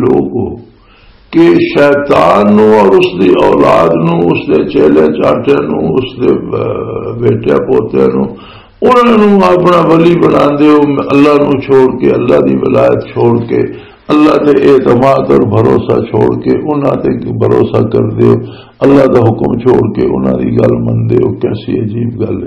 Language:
Western Panjabi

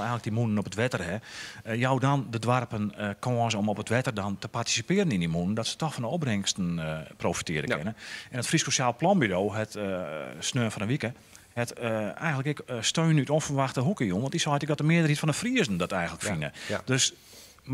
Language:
Western Frisian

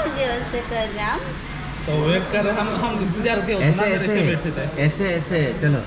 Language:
Santali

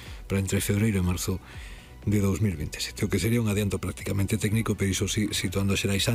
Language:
Galician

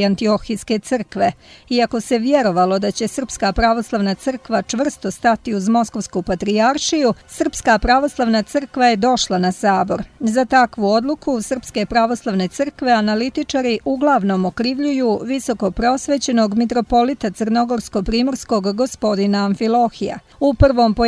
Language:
Serbian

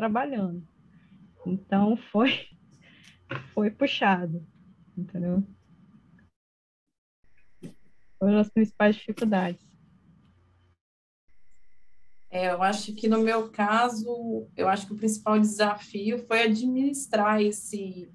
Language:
Portuguese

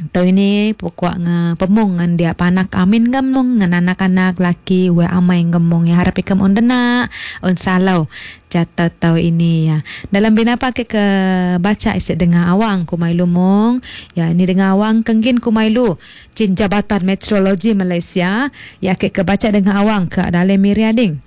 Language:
Iban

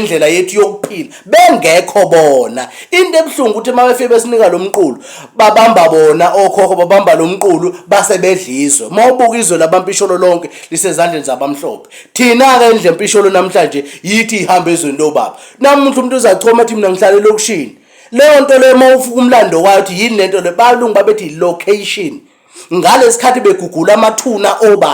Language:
Zulu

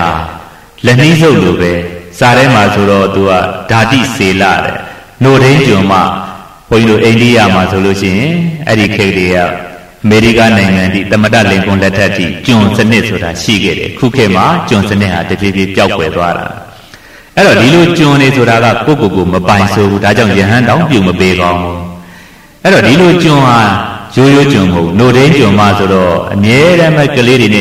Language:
Burmese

